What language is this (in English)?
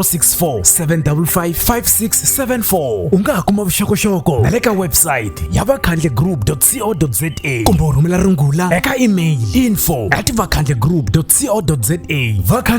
Tsonga